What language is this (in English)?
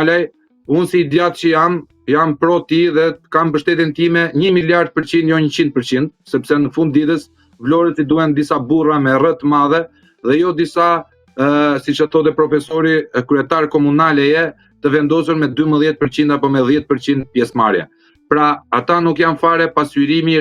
Albanian